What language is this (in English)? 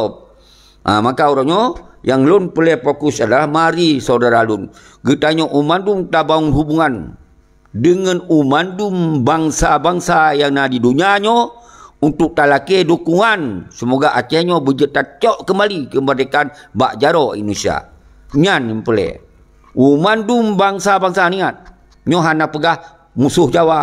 Achinese